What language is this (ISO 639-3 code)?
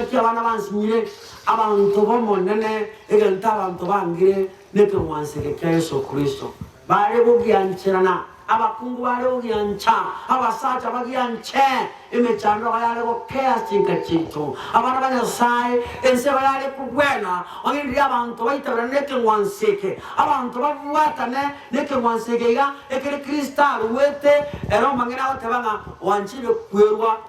guz